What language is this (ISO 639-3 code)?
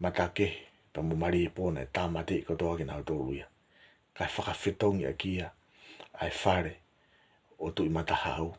ton